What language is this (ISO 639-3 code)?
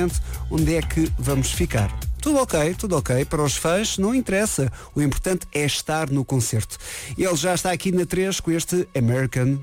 por